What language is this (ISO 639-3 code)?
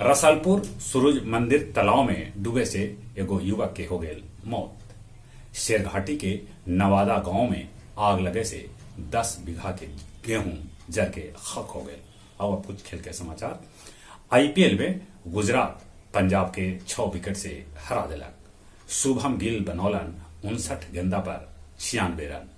mag